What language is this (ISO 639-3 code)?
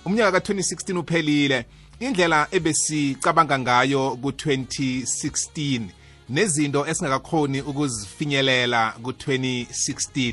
nbl